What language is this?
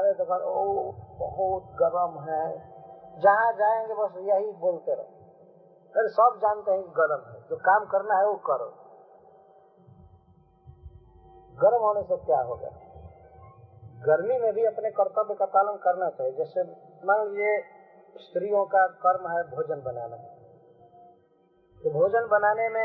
Hindi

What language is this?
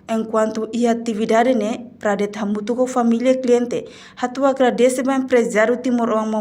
Tetum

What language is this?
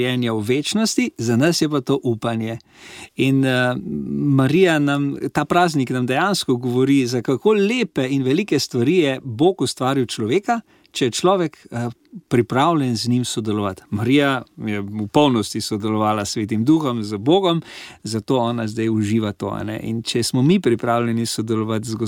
Slovenian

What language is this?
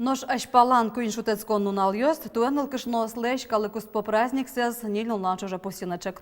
Udmurt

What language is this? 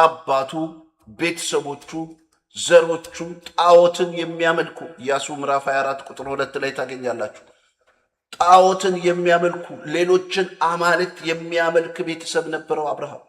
Amharic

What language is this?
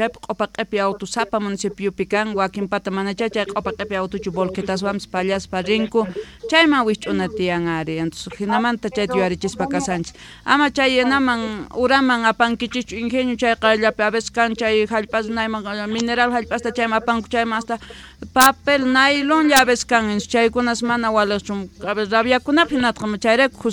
South Bolivian Quechua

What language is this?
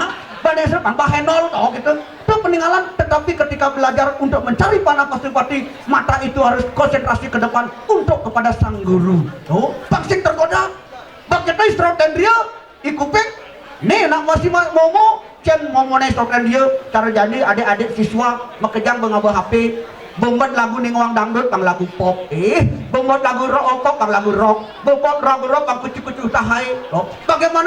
Balinese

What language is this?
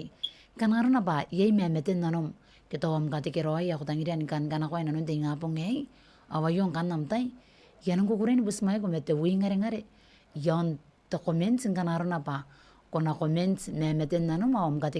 Gilbertese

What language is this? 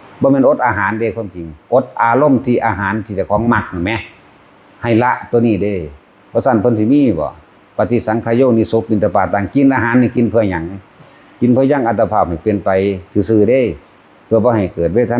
Lao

